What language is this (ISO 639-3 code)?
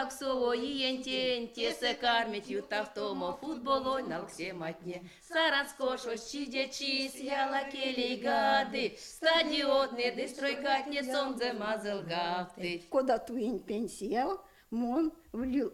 myv